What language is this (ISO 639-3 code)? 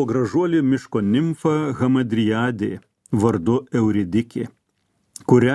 lit